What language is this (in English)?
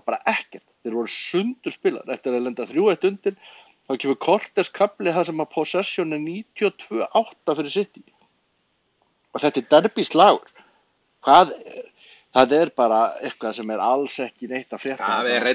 Icelandic